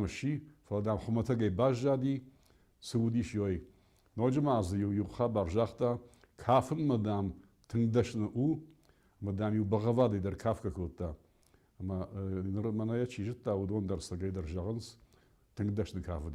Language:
Ossetic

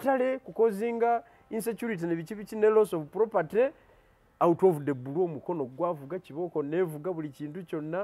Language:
Ganda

